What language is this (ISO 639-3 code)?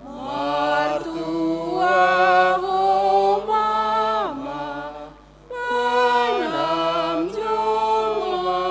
bts